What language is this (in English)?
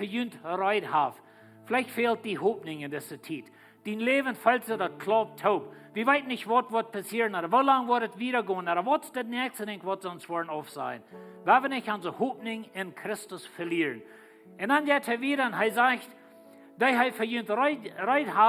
Plautdietsch